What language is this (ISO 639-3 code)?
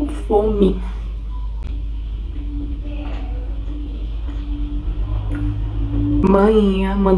por